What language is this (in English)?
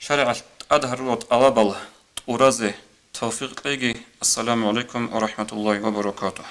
Avaric